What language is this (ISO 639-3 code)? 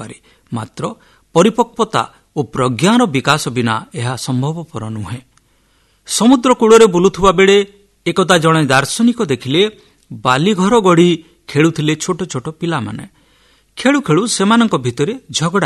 ori